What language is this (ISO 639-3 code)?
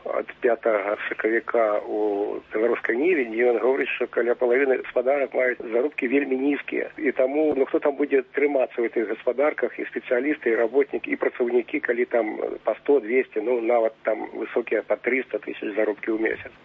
bel